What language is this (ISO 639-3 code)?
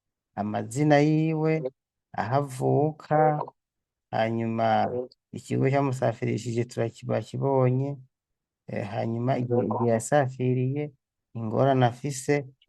run